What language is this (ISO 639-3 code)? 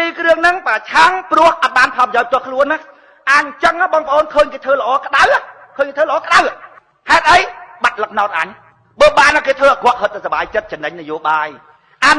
khm